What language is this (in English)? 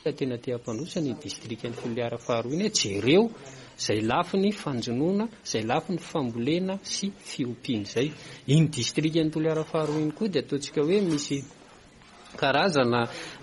Malagasy